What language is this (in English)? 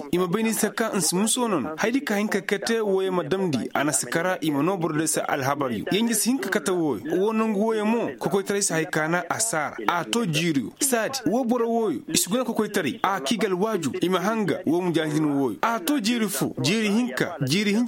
Koyraboro Senni